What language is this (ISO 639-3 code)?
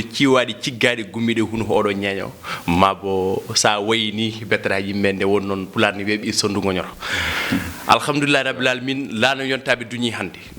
ful